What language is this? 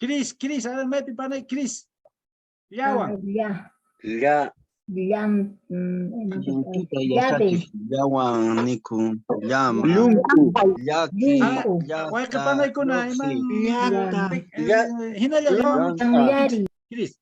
Quechua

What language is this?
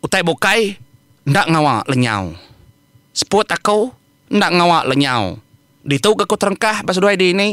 Iban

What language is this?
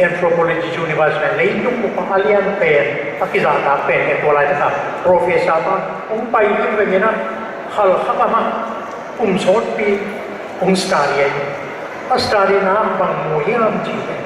Tedim Chin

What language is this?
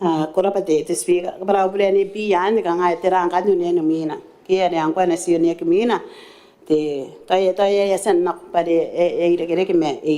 Gilbertese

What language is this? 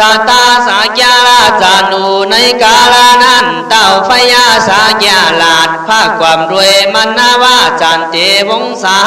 Khün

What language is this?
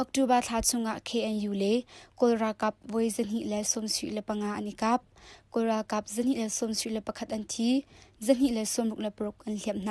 Hakha Chin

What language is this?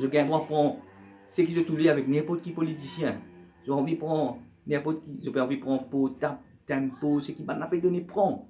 Morisyen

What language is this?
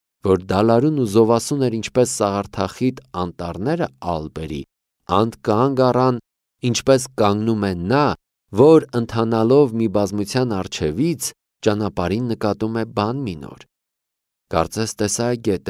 Armenian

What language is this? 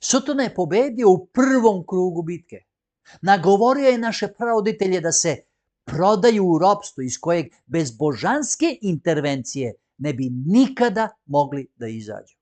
Macedonian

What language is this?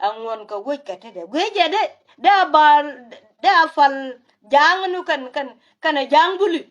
Nuer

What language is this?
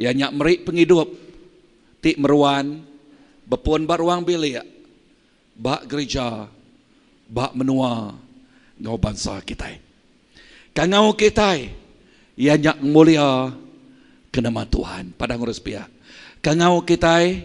Iban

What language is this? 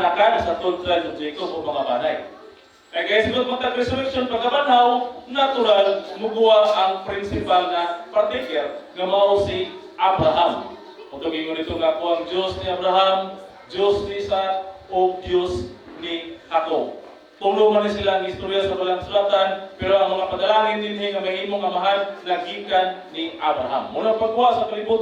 Cebuano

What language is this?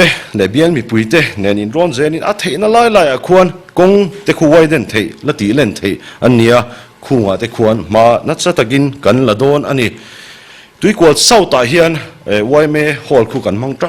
Mizo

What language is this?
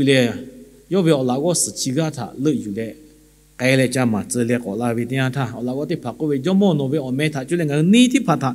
Lahu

